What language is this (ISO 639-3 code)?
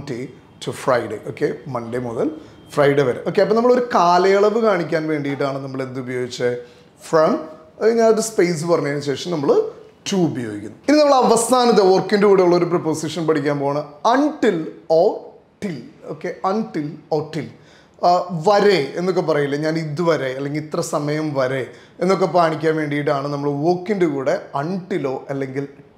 mal